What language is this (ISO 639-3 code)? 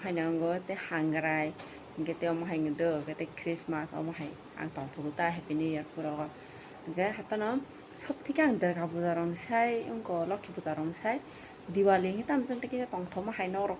trp